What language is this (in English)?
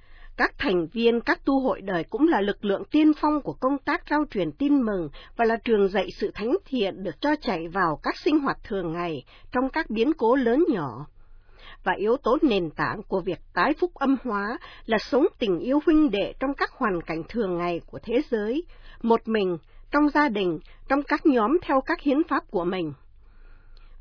Vietnamese